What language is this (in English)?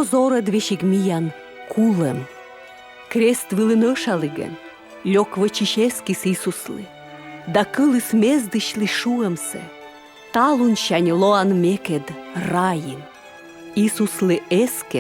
Komi